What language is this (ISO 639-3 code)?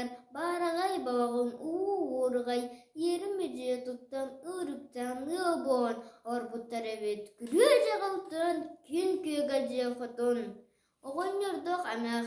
sah